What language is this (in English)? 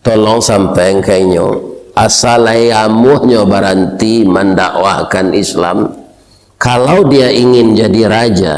Minangkabau